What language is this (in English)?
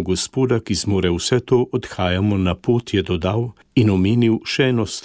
Slovenian